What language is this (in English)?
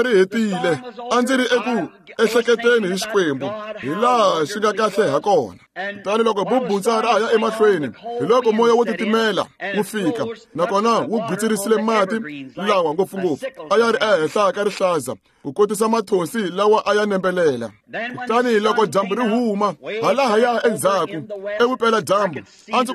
Tsonga